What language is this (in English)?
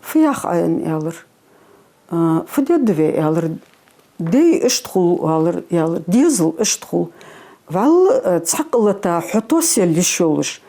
Ingush